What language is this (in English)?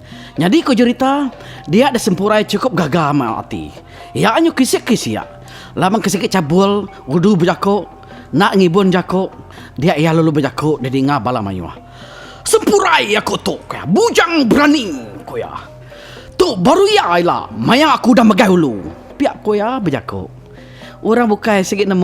Iban